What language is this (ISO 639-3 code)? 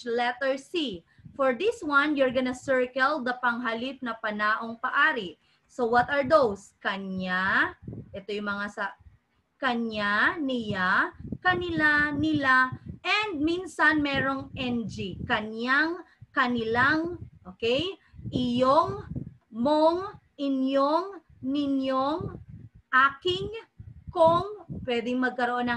fil